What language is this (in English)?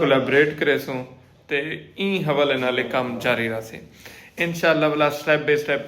Saraiki